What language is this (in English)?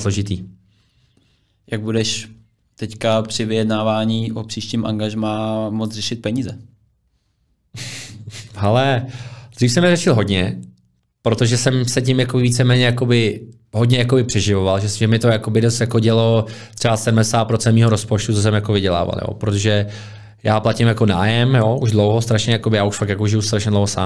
Czech